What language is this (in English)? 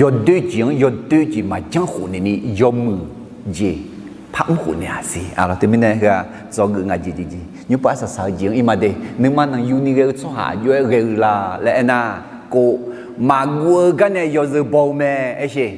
Akha